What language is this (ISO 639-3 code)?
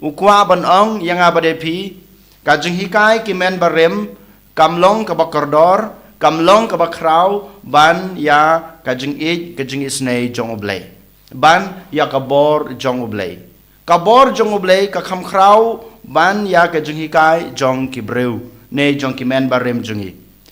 kha